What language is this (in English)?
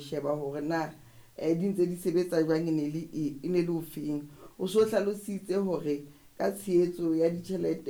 Southern Sotho